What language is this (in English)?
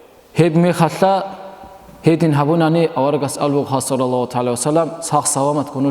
Avaric